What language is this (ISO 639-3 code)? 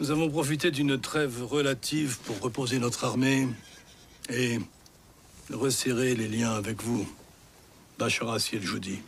kab